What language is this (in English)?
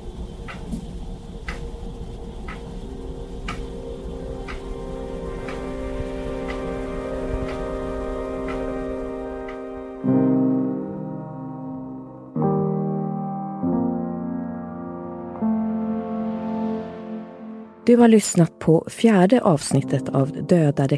Swedish